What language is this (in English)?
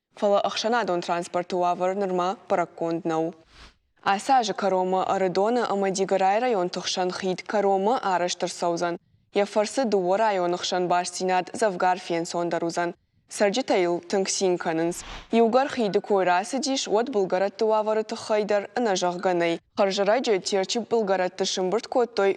Ossetic